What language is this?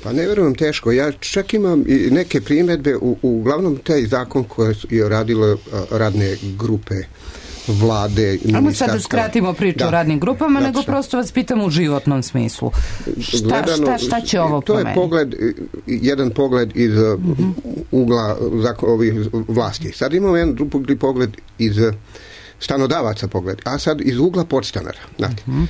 Serbian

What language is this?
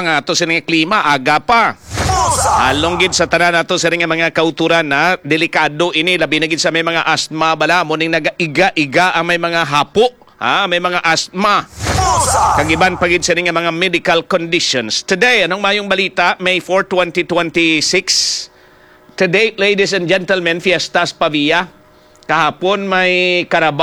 Hiligaynon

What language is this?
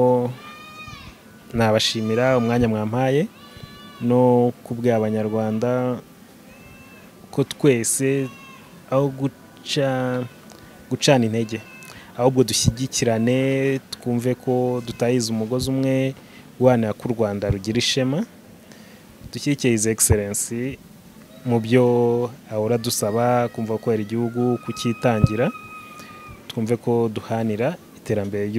Kinyarwanda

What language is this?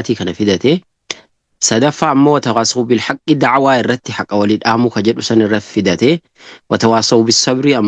Oromo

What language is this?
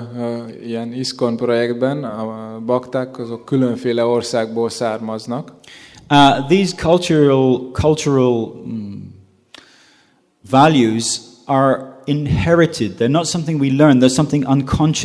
Hungarian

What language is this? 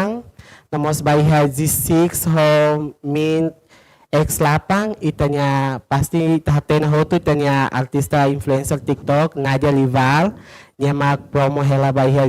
Tetum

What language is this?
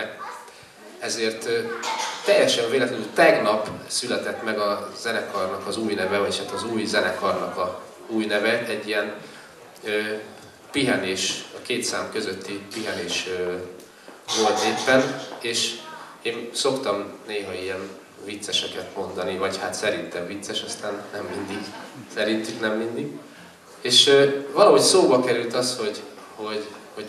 Hungarian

